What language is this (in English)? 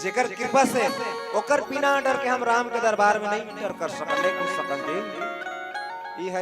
Chhattisgarhi